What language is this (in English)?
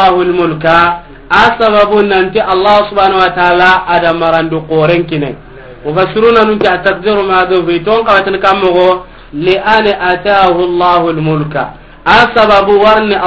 Soninke